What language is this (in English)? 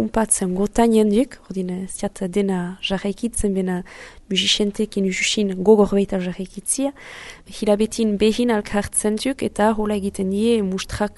Basque